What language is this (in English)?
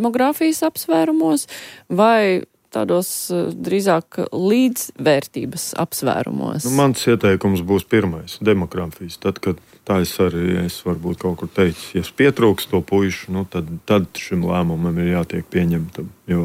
Latvian